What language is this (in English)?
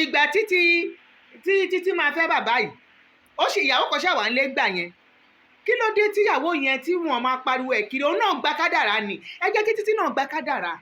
Yoruba